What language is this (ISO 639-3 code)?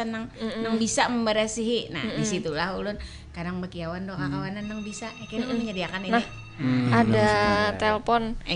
bjn